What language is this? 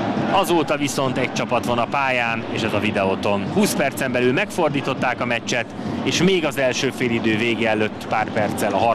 Hungarian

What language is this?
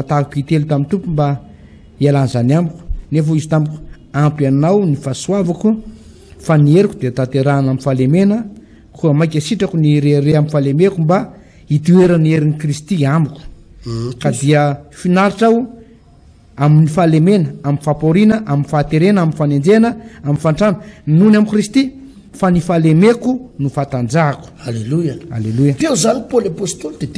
Malagasy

